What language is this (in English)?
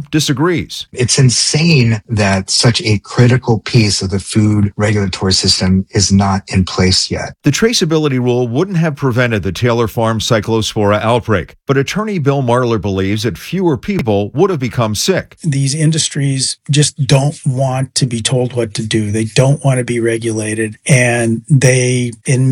English